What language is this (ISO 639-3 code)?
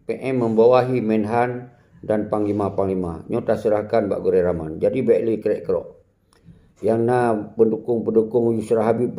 ace